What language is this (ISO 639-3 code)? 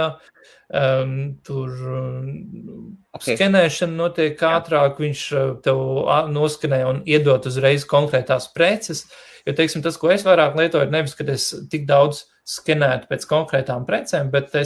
lav